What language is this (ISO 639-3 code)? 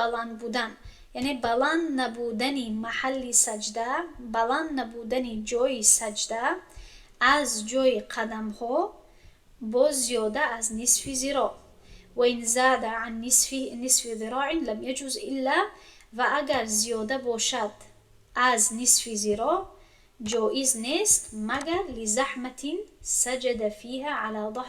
tgk